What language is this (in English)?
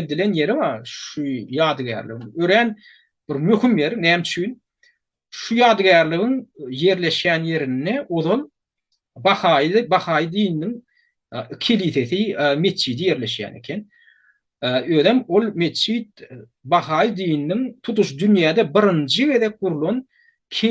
Turkmen